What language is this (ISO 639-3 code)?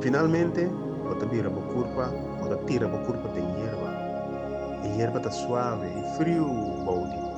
pap